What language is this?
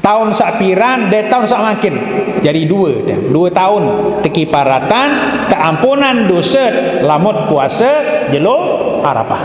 Sasak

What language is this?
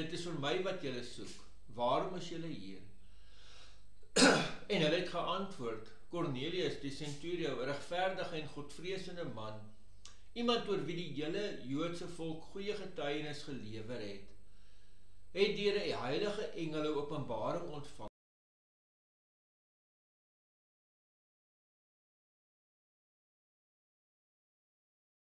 Afrikaans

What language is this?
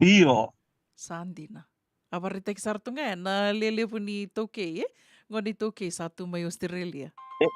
Fijian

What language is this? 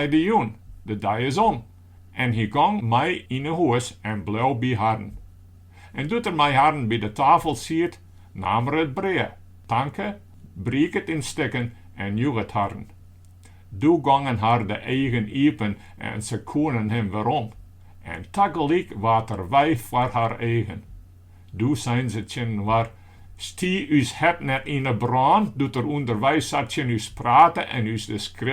Western Frisian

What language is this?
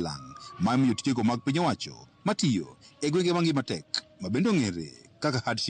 Luo (Kenya and Tanzania)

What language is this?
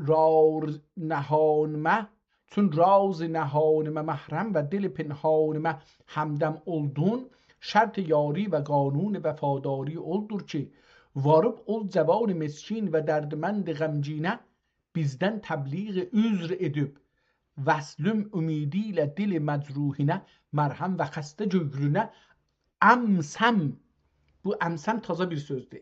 South Azerbaijani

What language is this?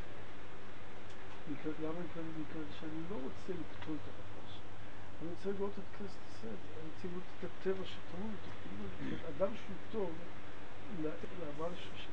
Hebrew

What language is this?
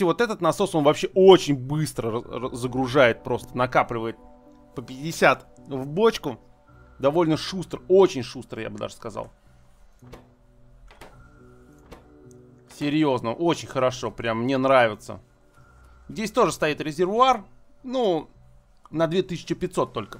Russian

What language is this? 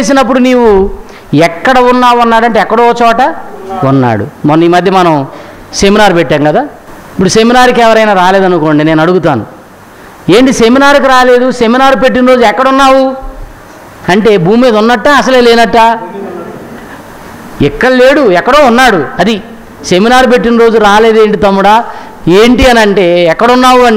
Telugu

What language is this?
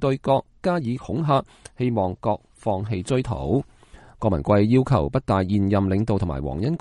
Cantonese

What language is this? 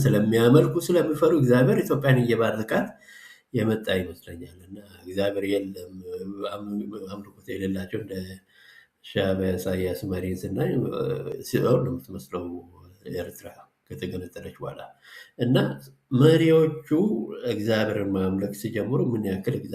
Amharic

